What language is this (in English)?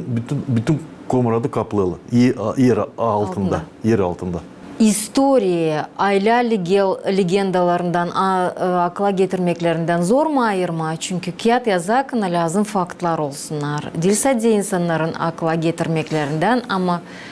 Gagauz